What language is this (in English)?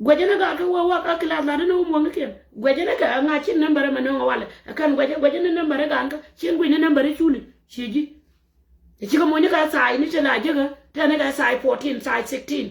Nuer